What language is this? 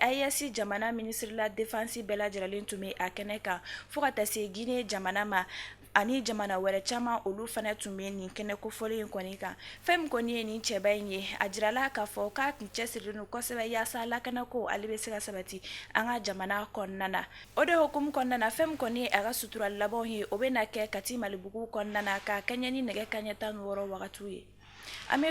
Bambara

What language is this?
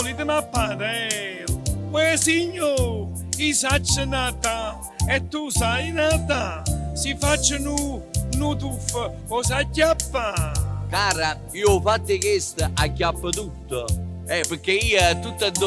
Neapolitan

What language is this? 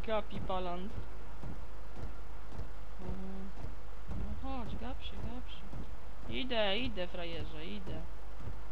Polish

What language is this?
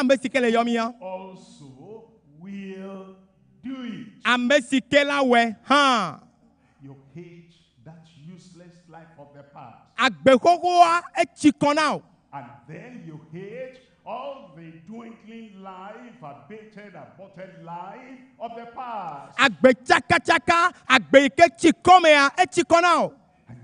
Ewe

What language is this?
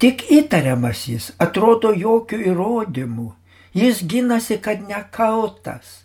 Lithuanian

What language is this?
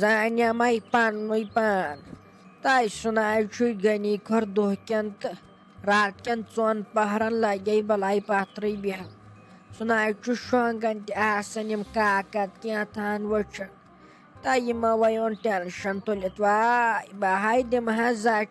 Kashmiri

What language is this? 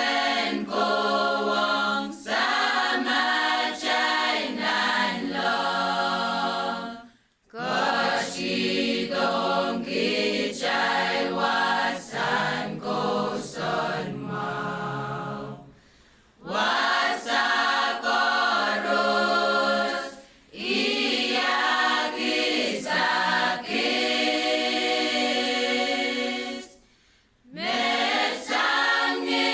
Pohnpeian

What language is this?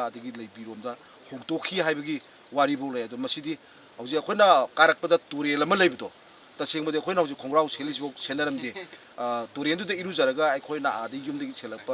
Manipuri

